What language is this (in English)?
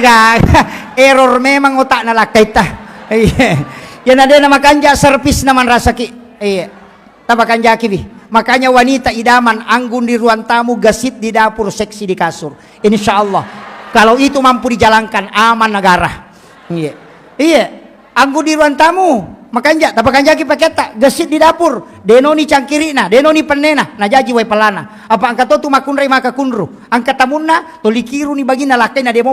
Buginese